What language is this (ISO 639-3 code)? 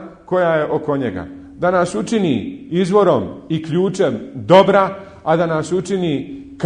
bos